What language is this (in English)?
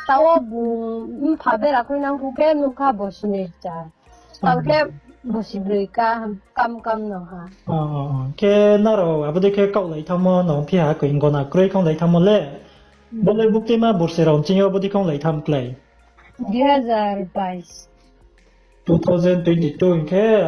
Riang (India)